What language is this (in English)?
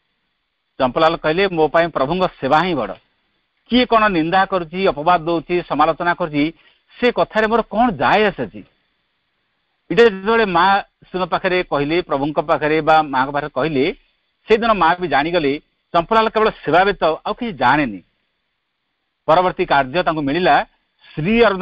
Odia